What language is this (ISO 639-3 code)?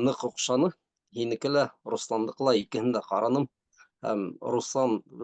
bak